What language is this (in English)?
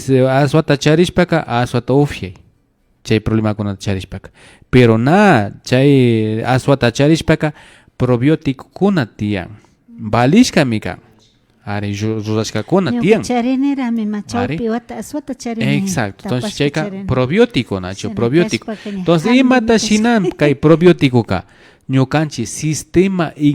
Imbabura Highland Quichua